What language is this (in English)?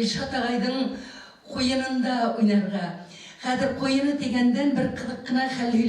Bashkir